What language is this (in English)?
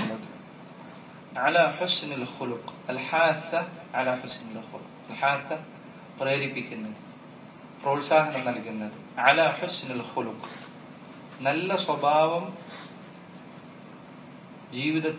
Malayalam